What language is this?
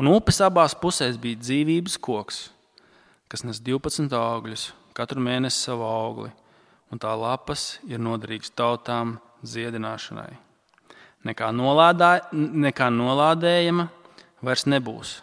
Latvian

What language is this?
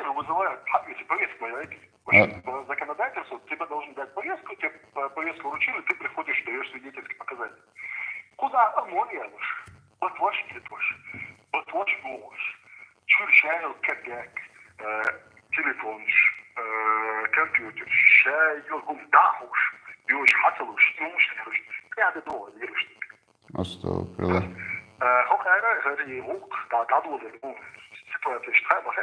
Chechen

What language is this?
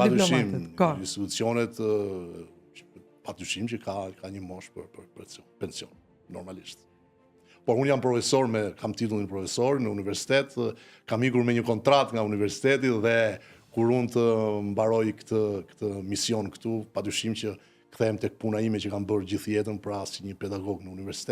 Albanian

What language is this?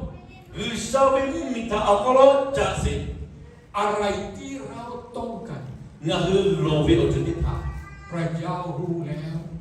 Lahu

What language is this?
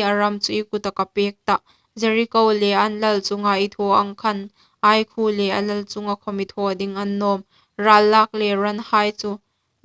Hmar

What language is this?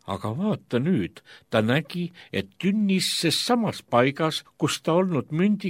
Estonian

